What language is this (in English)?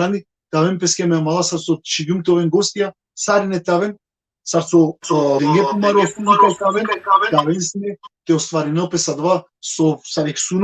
Balkan Romani